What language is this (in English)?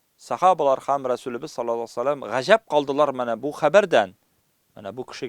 Tatar